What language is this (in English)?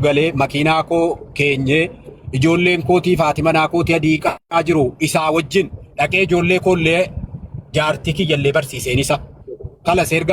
Oromo